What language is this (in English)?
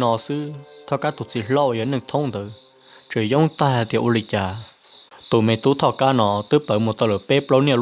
Hmong